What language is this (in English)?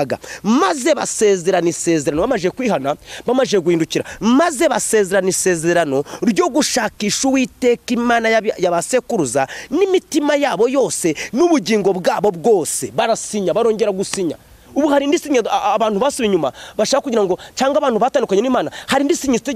Kinyarwanda